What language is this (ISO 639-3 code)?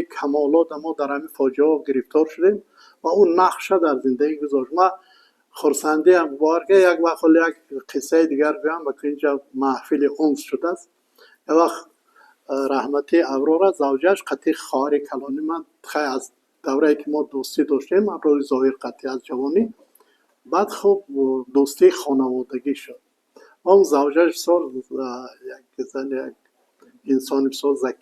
tgk